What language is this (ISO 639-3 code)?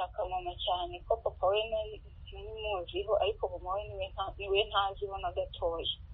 kin